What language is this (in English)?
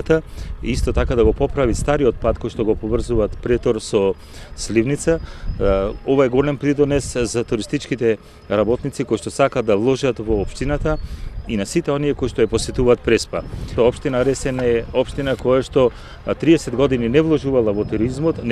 Macedonian